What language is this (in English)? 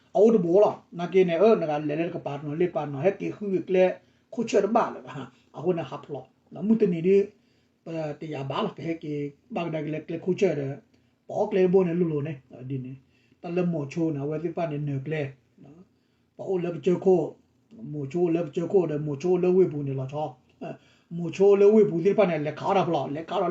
S'gaw Karen